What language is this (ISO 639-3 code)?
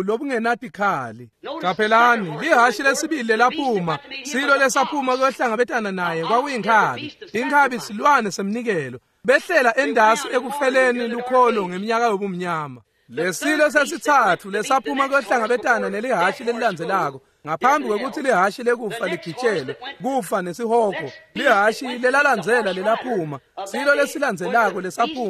ssw